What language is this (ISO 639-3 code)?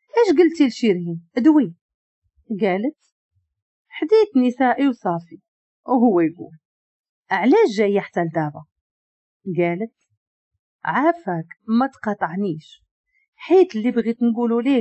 ary